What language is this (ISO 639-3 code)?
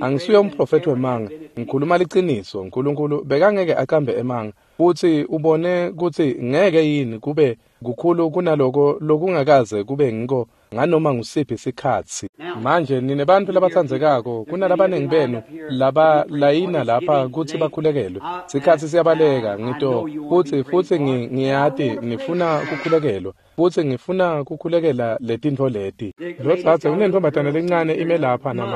ssw